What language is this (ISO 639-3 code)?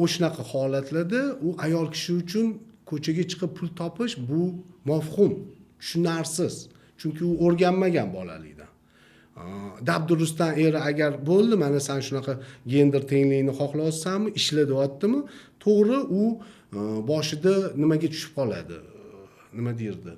uzb